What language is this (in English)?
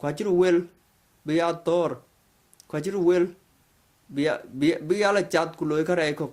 Dinka